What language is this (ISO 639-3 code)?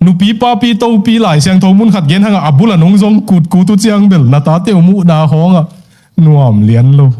ctd